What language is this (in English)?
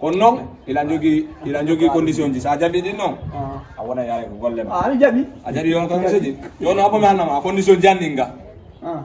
Fula